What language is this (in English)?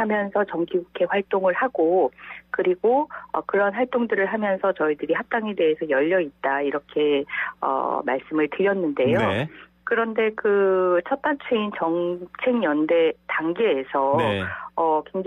Korean